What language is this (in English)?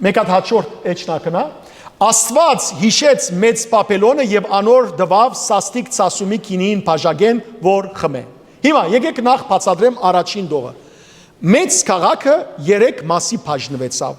Western Armenian